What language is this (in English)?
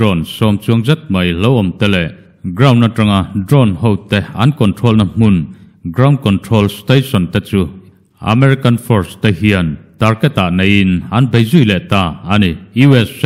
Mizo